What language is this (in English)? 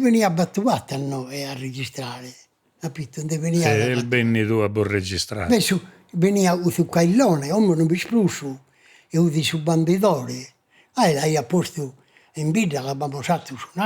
Sardinian